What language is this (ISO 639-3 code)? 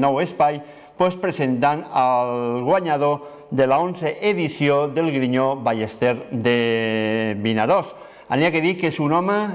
cat